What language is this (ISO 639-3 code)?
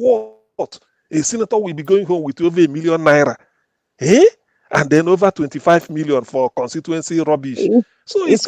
pcm